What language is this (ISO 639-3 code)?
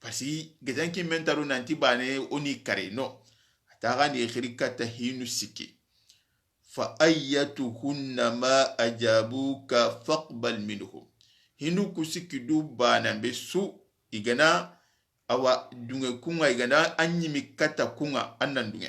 snk